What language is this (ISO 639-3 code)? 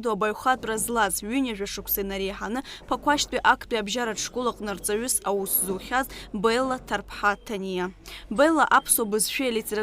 abk